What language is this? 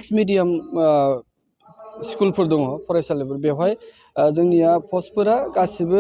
Bodo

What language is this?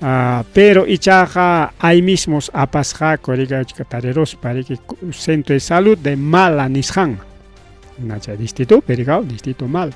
Ayacucho Quechua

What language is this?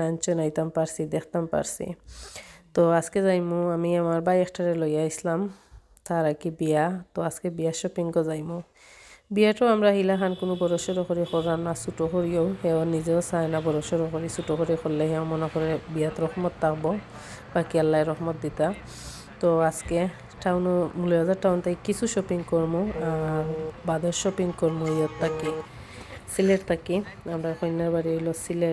Sylheti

